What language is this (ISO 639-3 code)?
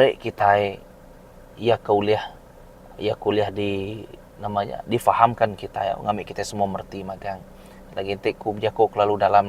iba